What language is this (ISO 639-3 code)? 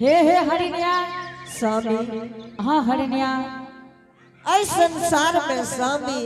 anp